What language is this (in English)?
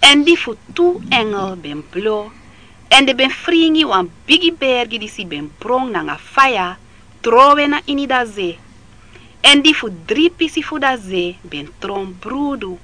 Sranan Tongo